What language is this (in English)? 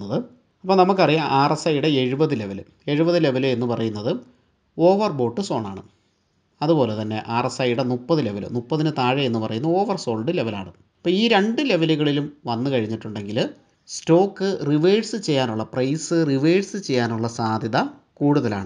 Malayalam